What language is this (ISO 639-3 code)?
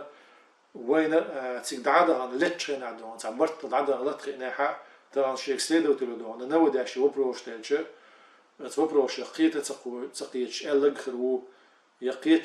che